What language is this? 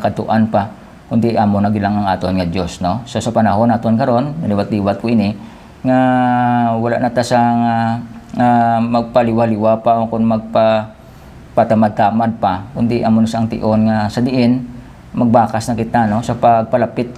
Hiligaynon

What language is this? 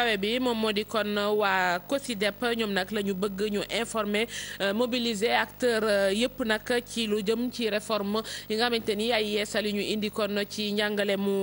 Wolof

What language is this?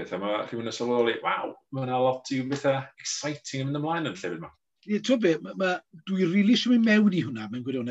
Welsh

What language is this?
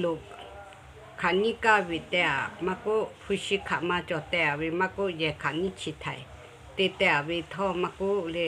Lahu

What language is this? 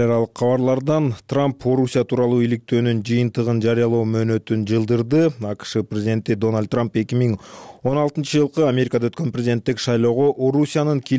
Kyrgyz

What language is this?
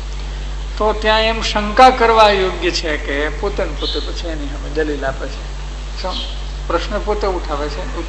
Gujarati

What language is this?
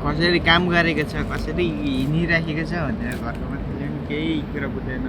Nepali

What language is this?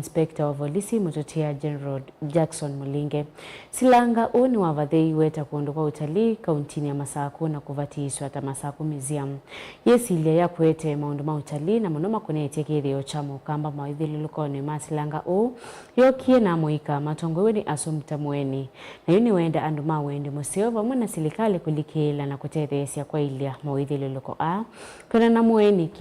Kamba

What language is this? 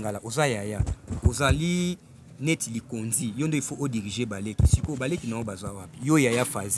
Lingala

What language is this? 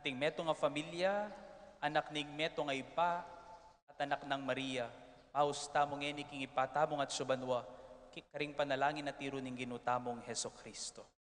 Pampanga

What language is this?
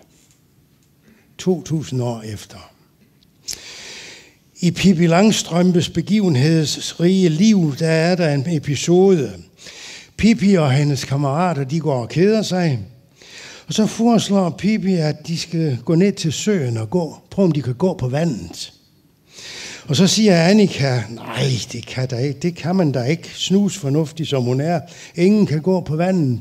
Danish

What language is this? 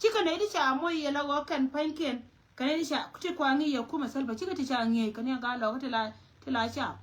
Nuer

